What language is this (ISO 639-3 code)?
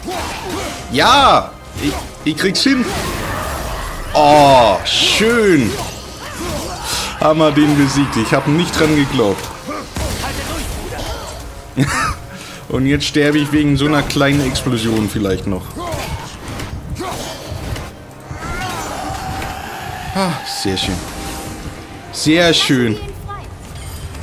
deu